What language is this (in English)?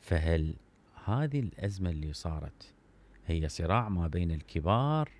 Mesopotamian Arabic